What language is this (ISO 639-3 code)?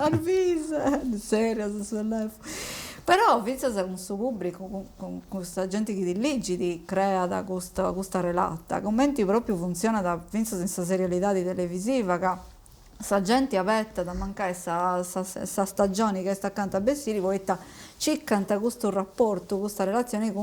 srd